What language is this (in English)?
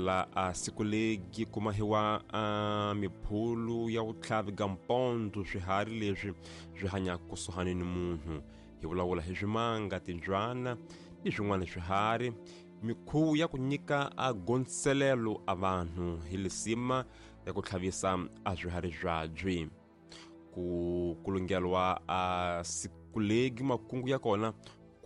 Tsonga